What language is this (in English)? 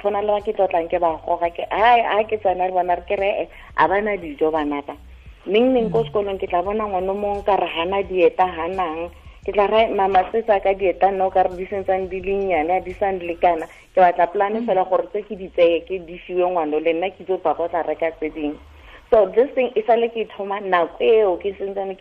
Tswana